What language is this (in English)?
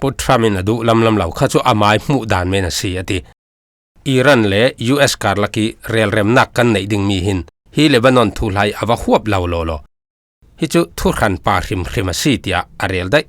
Falam Chin